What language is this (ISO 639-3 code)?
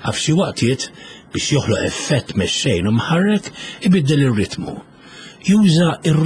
mlt